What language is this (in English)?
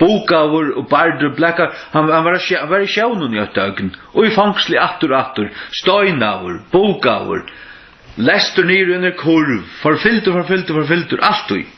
Faroese